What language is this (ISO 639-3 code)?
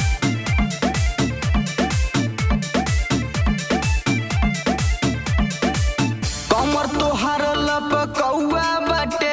bho